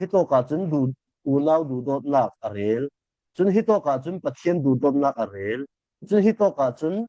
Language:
Falam Chin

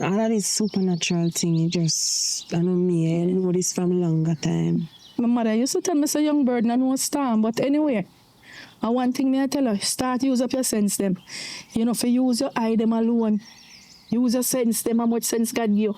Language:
Jamaican Creole English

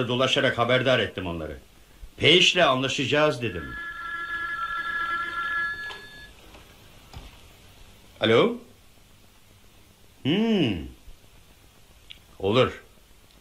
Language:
Turkish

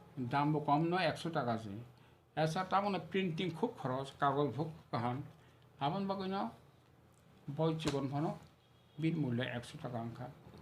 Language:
Kok Borok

